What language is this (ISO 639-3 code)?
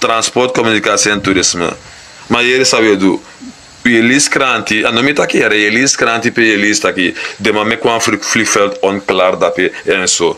srn